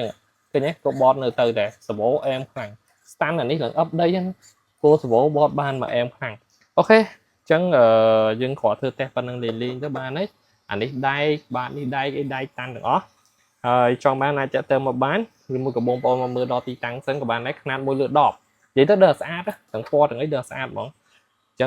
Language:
Khmer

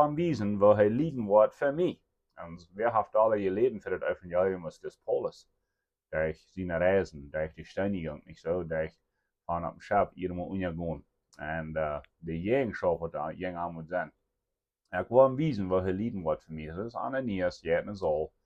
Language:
Plautdietsch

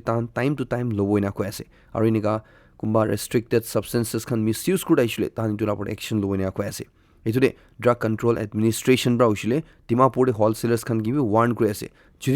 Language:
Naga Pidgin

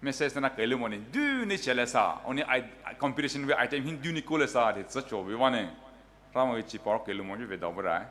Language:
Poumei Naga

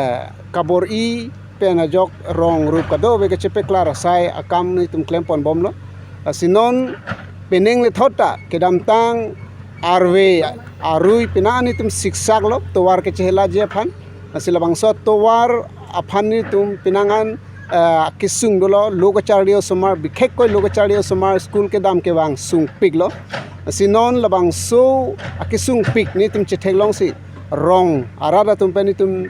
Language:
Karbi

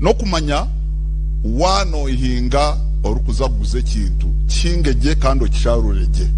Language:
Nyankole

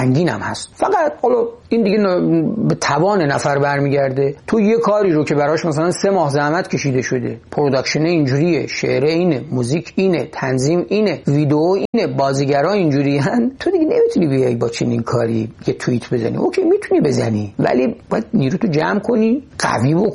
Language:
Persian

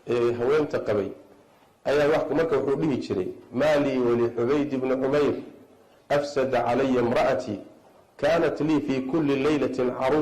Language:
Somali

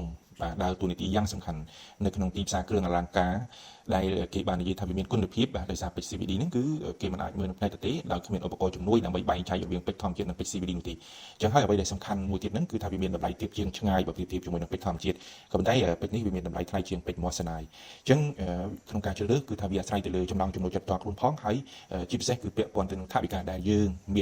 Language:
Khmer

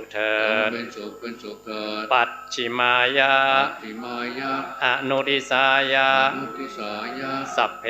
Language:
Pali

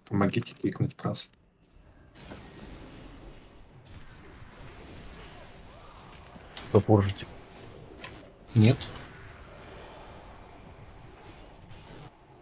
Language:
Russian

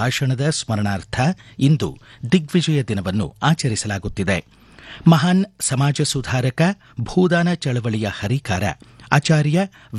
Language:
Kannada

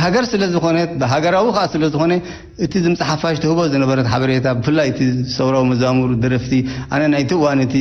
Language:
Tigrinya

